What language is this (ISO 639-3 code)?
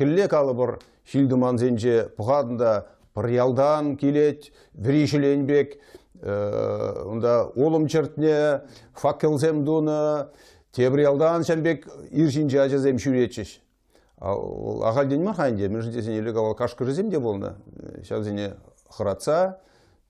chv